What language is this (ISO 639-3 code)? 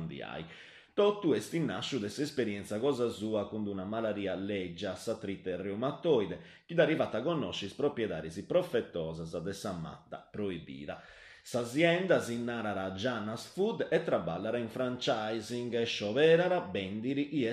srd